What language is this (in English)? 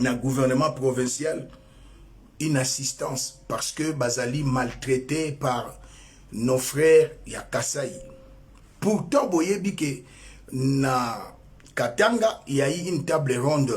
Lingala